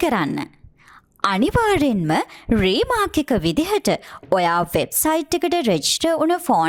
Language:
Sinhala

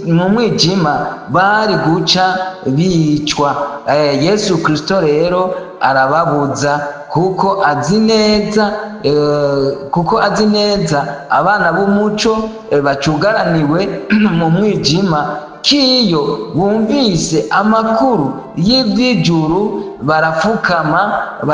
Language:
Rundi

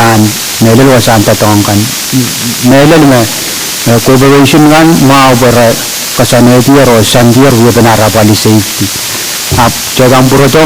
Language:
Pohnpeian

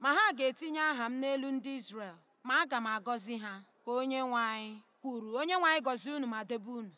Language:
Igbo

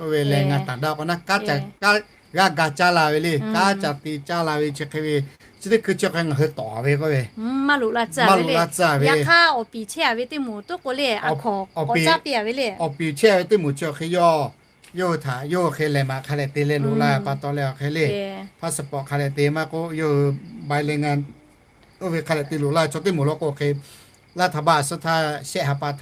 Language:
Lahu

